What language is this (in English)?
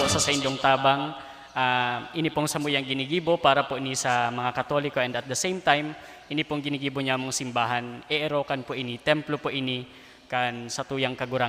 Bikol